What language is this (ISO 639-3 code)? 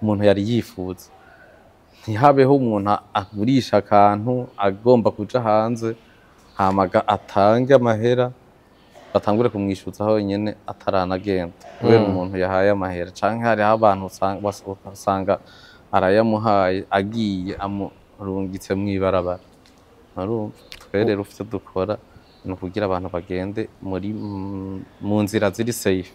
run